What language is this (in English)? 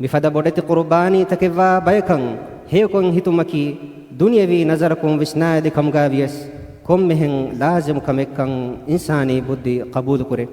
Divehi